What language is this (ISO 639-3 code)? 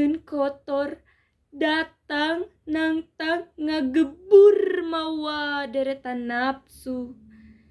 sun